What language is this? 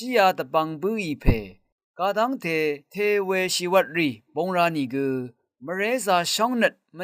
Rawang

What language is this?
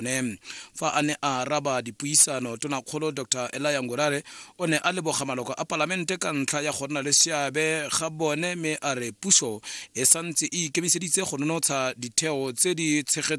Tswana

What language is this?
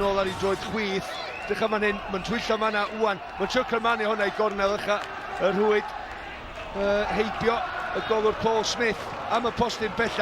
Welsh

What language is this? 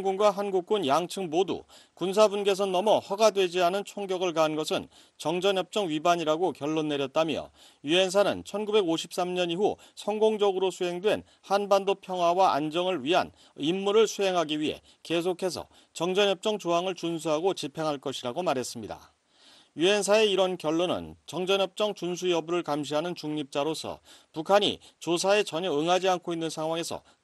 Korean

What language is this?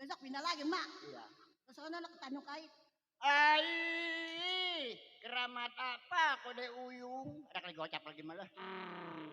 Betawi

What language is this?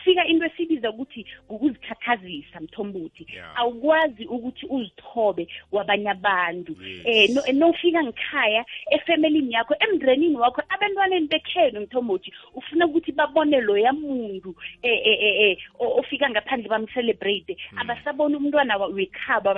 South Ndebele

